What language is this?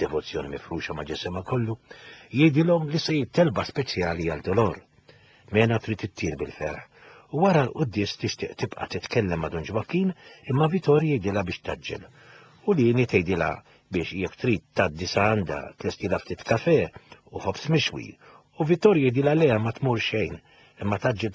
Maltese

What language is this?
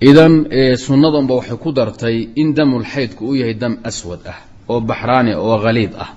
Somali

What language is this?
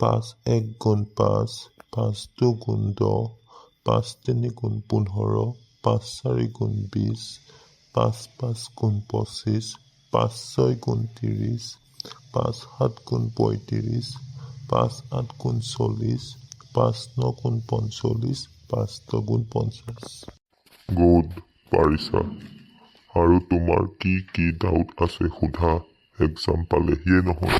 Assamese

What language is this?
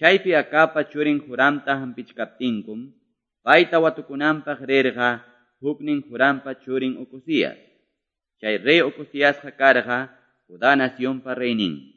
Quechua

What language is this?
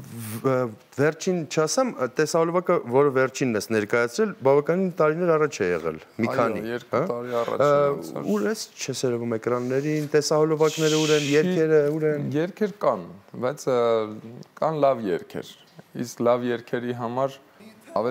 Armenian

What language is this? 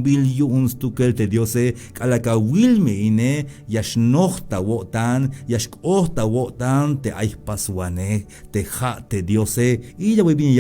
Tzeltal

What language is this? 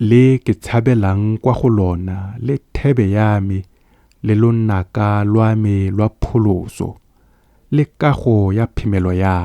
Tswana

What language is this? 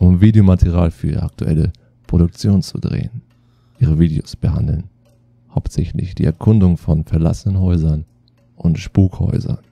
German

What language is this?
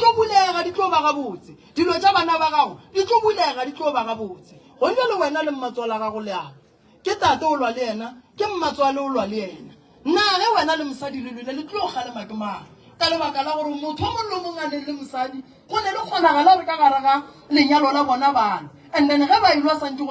Northern Sotho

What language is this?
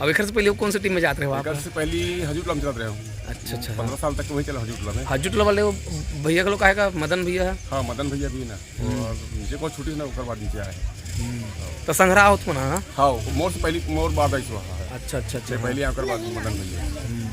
Chhattisgarhi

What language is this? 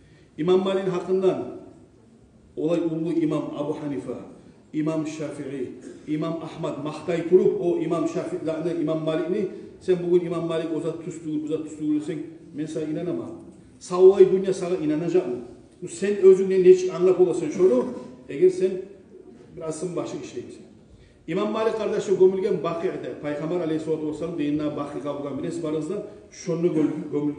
Kumyk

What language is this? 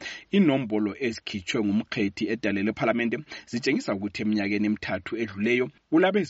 North Ndebele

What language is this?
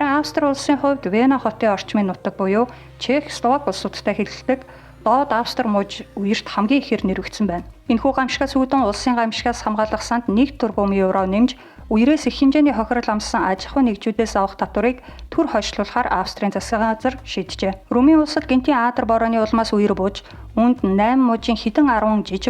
Mongolian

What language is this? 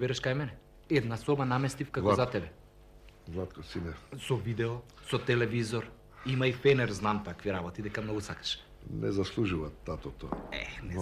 Macedonian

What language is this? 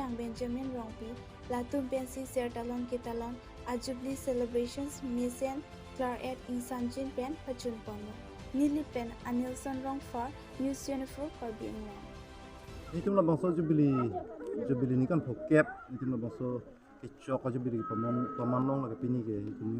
Karbi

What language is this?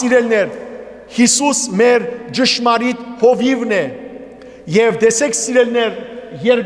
Western Armenian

